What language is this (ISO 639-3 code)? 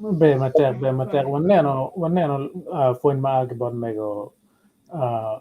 ach